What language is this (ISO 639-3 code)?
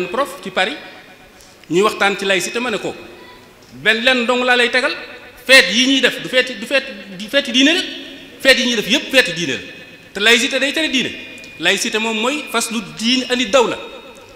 wol